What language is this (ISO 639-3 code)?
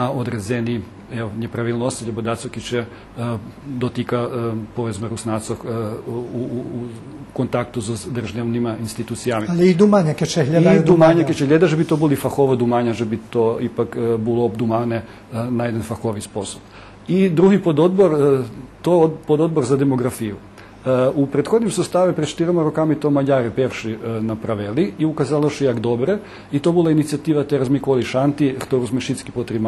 rue